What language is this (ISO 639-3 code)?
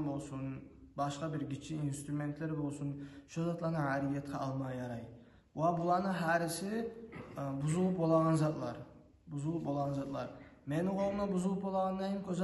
kum